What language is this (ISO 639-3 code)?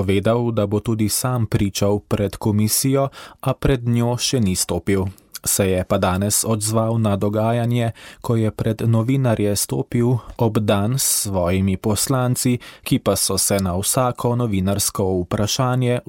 slv